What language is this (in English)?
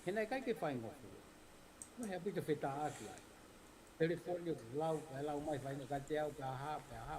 Tongan